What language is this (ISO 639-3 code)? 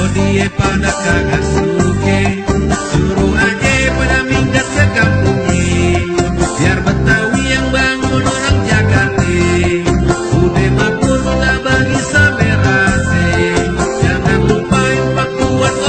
bew